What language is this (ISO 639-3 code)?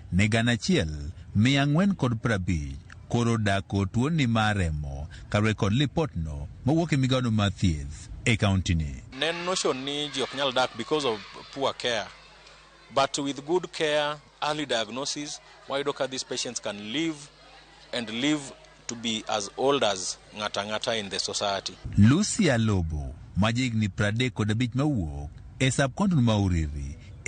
luo